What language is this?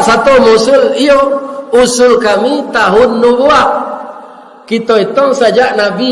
Minangkabau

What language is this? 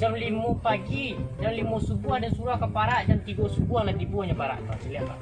Minangkabau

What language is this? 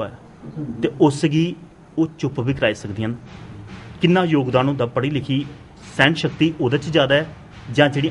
Dogri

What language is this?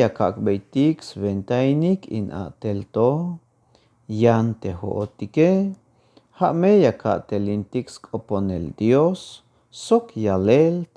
Tzeltal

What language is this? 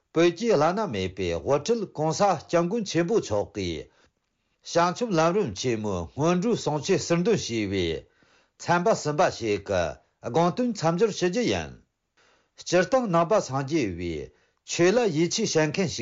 Tibetan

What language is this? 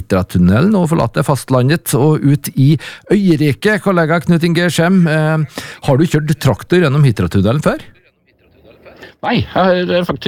Norwegian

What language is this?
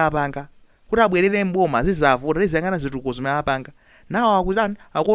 Nyanja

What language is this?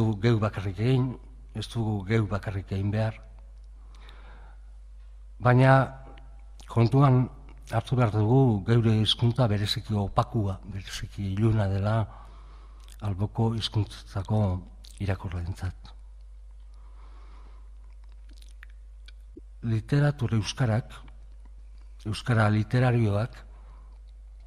Basque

